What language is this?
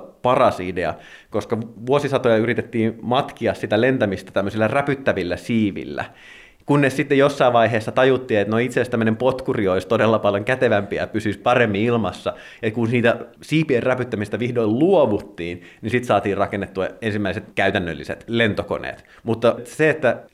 Finnish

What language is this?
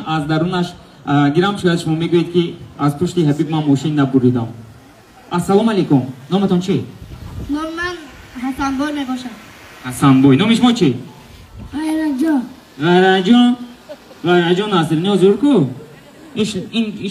Tajik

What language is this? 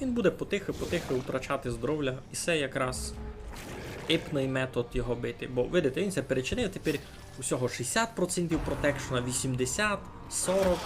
Rusyn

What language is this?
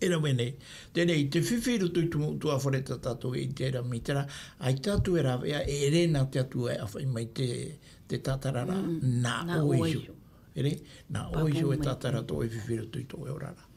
Tahitian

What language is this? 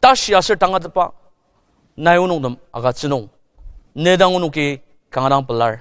Ao Naga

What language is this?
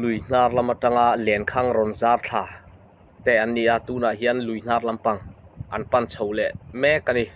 Mizo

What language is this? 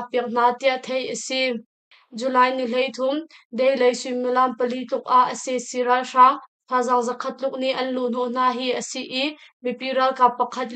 Hakha Chin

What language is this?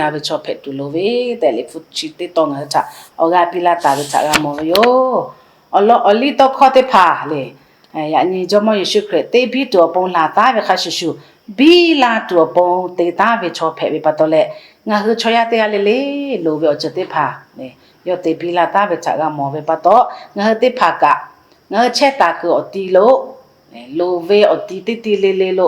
Lahu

